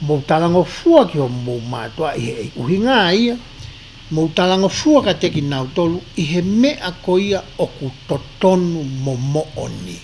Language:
Tongan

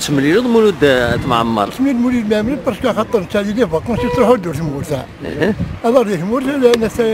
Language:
Kabyle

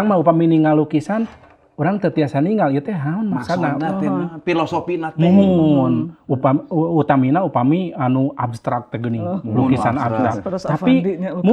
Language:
Sundanese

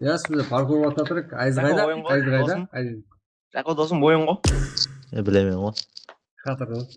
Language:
Kara-Kalpak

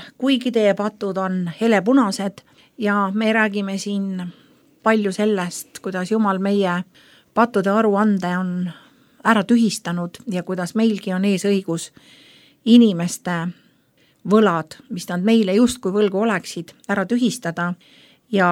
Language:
Estonian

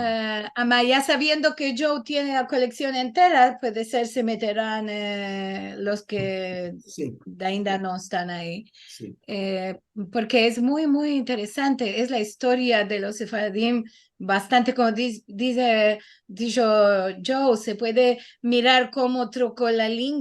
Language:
Ladino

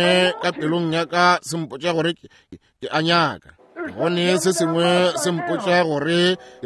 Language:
Northern Sotho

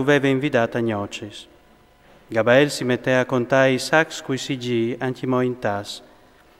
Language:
Friulian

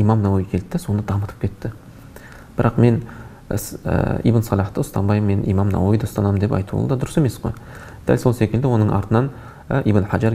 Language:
Kazakh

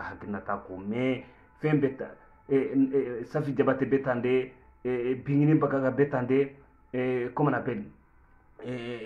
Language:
Bambara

